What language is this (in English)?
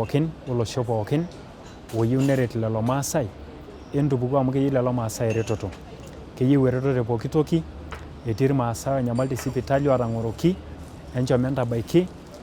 Masai